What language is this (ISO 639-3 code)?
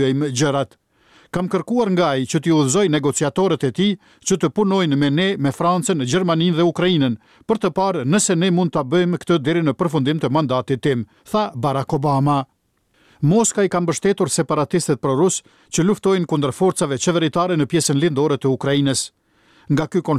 sqi